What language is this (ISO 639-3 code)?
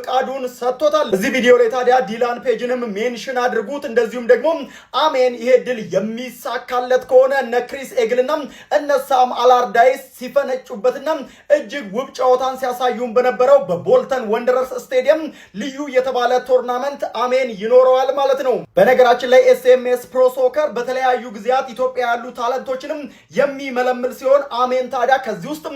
amh